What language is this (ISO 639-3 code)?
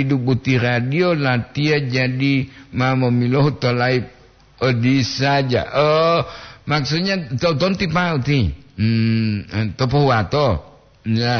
gor